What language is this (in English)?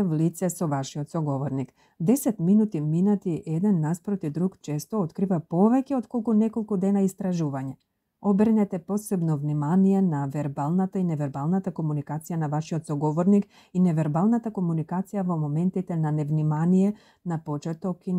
Macedonian